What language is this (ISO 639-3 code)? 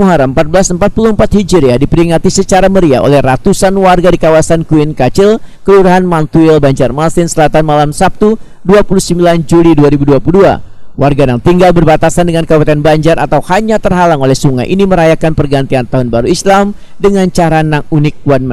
bjn